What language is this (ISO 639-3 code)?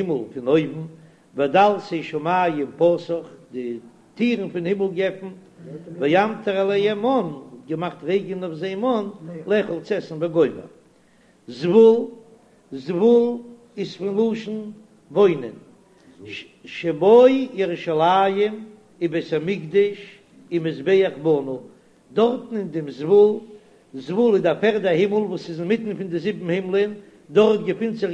yid